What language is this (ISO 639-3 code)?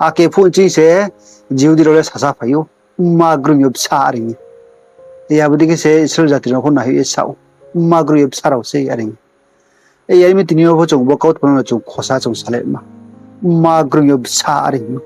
ria